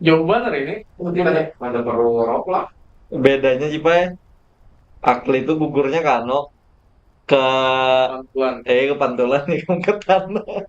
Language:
Banjar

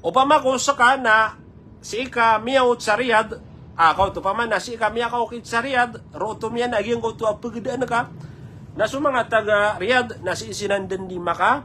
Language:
Maranao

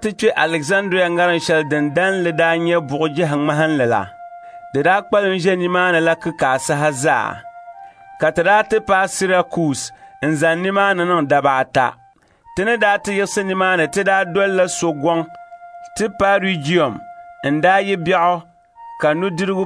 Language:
Dagbani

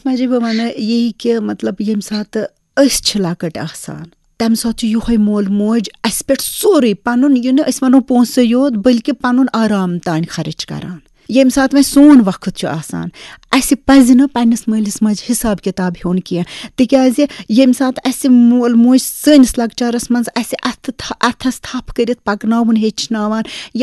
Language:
Kashmiri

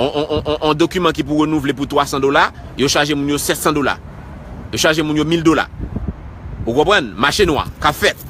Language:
Haitian Creole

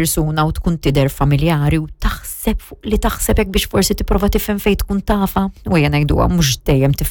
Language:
Maltese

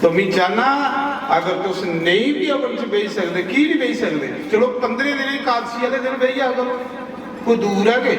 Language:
Dogri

